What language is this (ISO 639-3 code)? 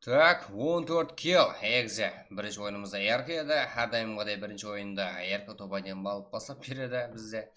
kaa